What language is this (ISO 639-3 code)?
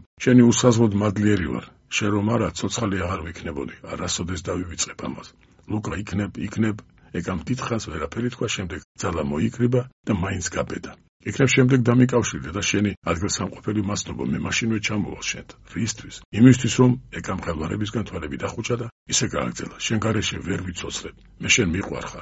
kat